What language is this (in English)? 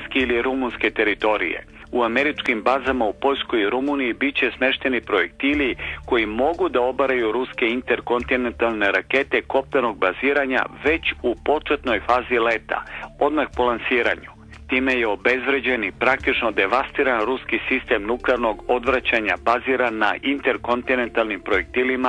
Serbian